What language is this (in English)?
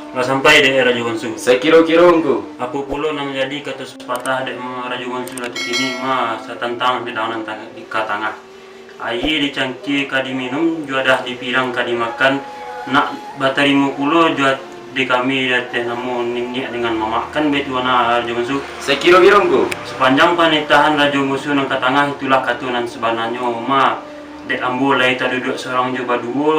Minangkabau